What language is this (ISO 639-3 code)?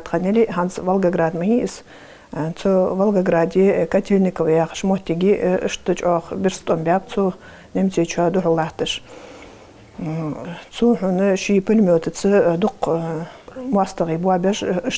inh